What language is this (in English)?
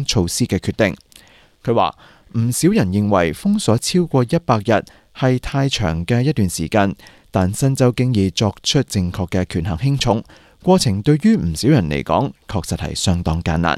Cantonese